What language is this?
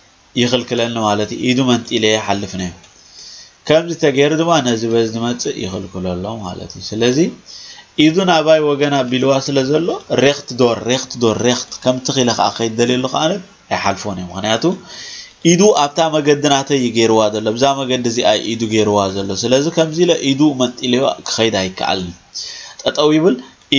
Tigrinya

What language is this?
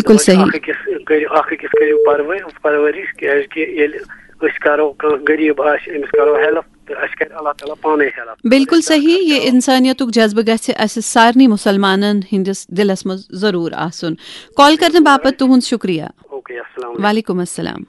Kashmiri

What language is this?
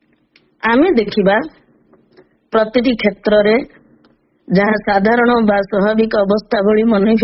Odia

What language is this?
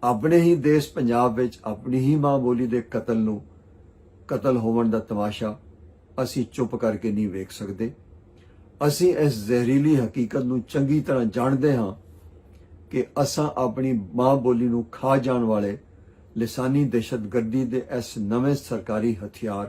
Western Panjabi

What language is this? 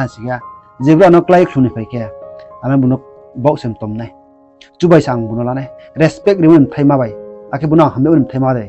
Riang (India)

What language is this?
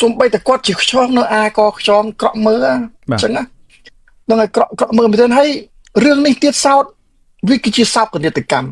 Khmer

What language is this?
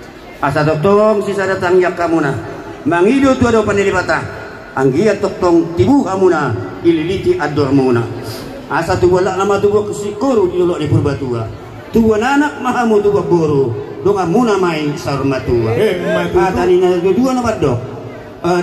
Batak Toba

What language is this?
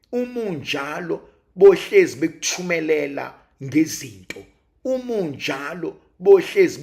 Zulu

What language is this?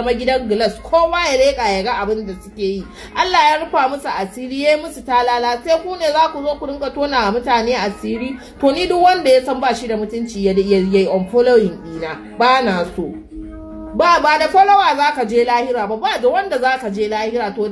Hausa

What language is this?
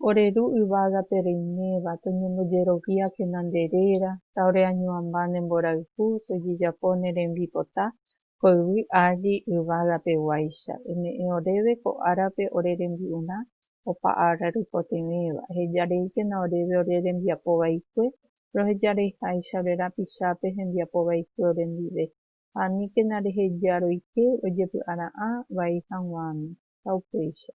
Guarani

